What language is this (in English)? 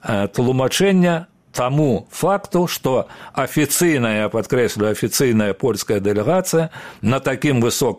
Belarusian